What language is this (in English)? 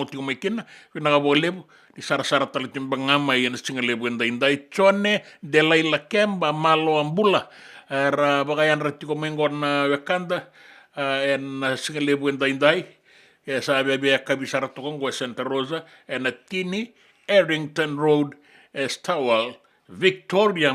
Fijian